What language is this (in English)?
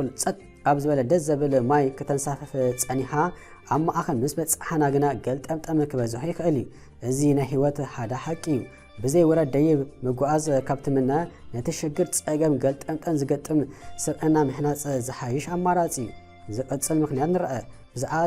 Tigrinya